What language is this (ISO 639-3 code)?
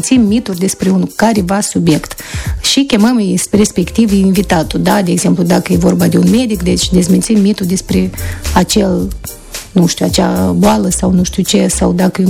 ron